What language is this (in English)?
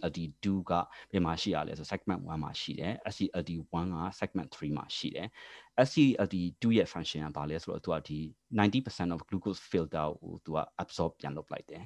Burmese